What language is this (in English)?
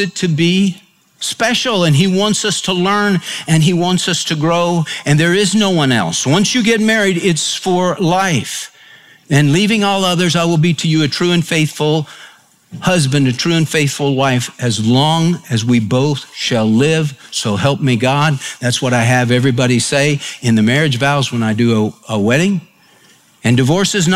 English